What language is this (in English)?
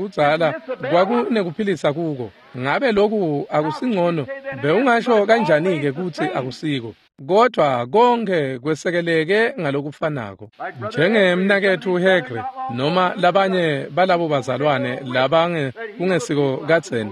Swati